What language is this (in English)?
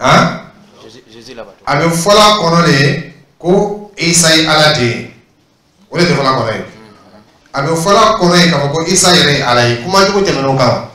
Dyula